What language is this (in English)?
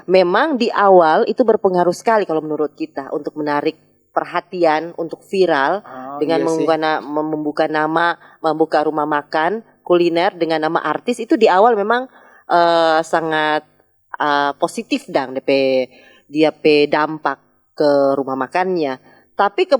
Manado Malay